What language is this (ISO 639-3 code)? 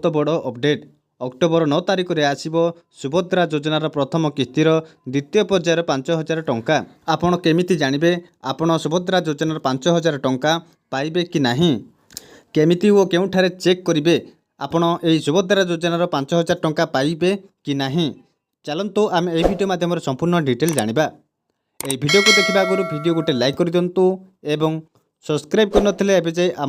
ori